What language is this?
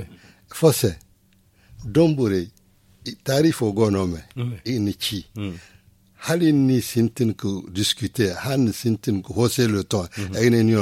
Zarma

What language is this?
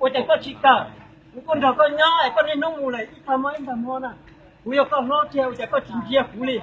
Hmong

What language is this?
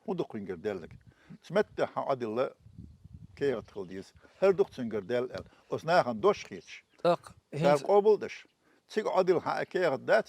Chechen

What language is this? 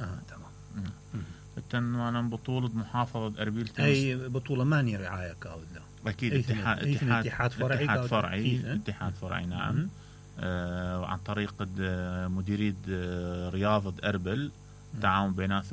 Mesopotamian Arabic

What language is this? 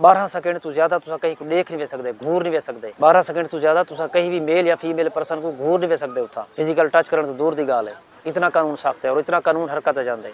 Saraiki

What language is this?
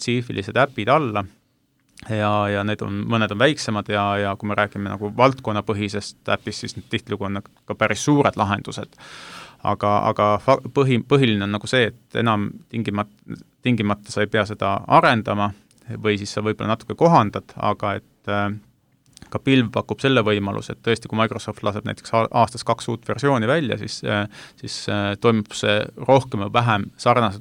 Estonian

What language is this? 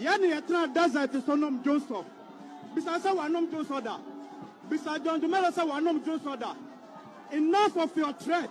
Akan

